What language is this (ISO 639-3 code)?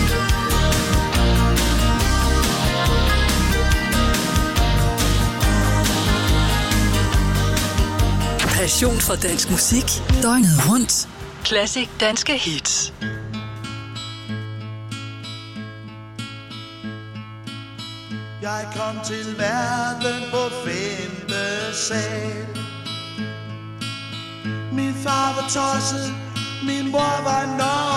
dan